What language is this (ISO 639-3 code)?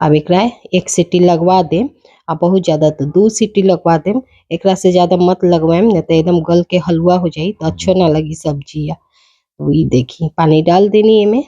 bho